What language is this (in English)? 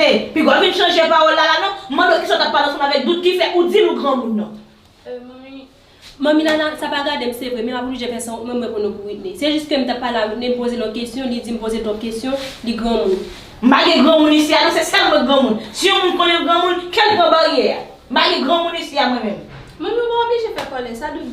Haitian Creole